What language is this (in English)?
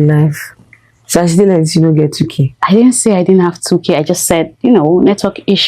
Nigerian Pidgin